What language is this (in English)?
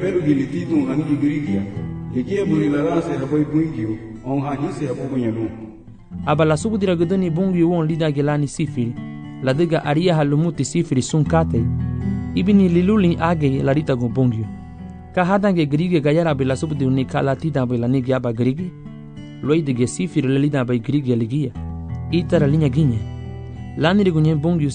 Garifuna